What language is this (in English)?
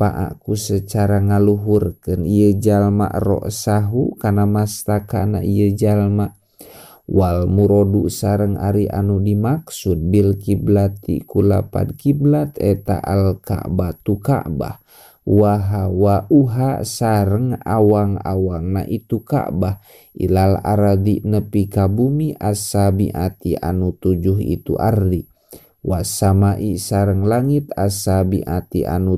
Sundanese